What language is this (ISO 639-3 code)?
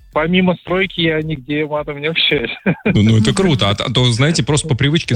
rus